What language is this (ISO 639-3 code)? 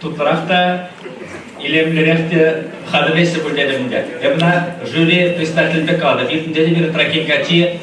chv